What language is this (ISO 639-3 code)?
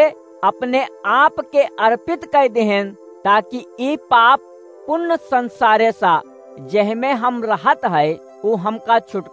awa